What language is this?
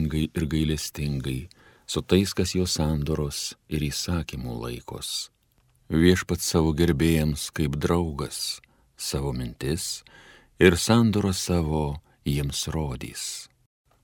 Lithuanian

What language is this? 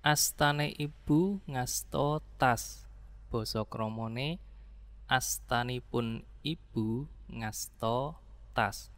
Javanese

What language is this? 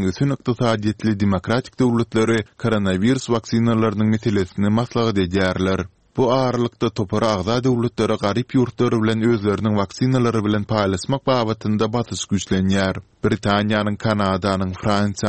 Turkmen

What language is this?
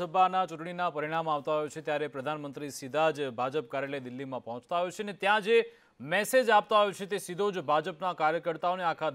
Gujarati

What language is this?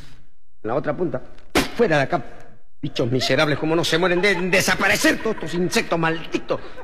Spanish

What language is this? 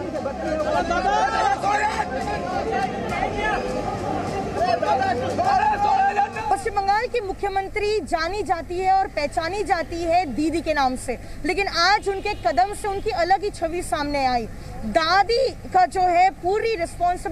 Hindi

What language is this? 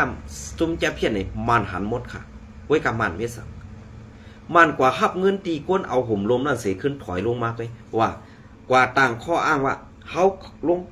Shan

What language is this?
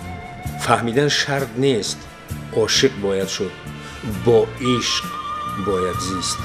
Tajik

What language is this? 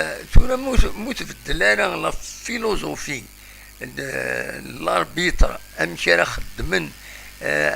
Kabyle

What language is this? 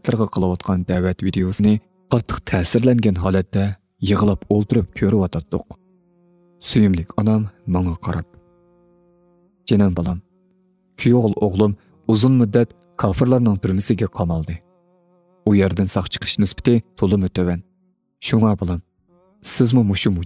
Uyghur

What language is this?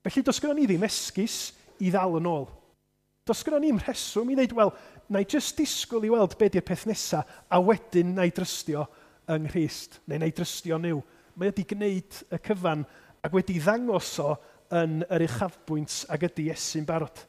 Welsh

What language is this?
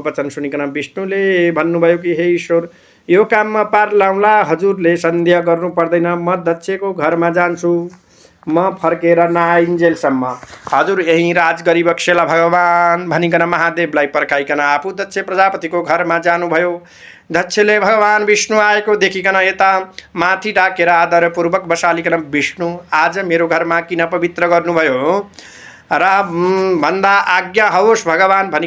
Nepali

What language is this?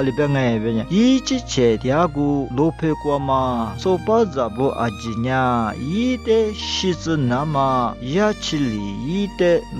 Lisu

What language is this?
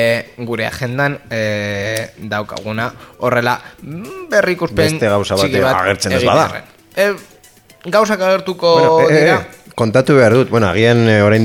Basque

